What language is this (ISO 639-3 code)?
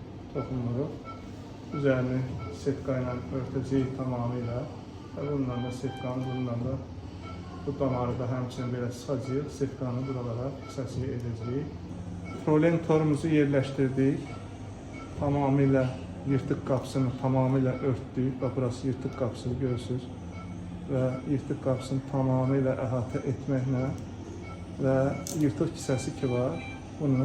aze